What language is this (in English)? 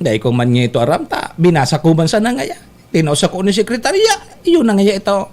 Bikol